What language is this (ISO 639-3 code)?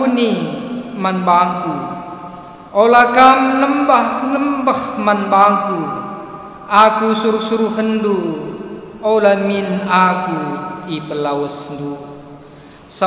btx